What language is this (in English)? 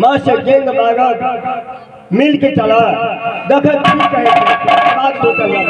Maithili